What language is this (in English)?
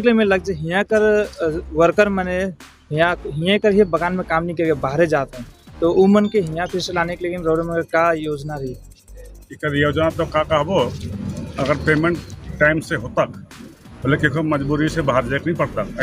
Sadri